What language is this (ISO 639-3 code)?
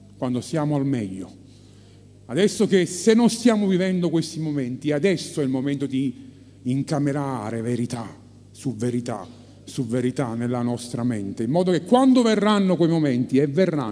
ita